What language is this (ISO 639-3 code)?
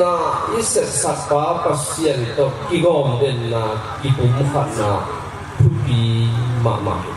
ctd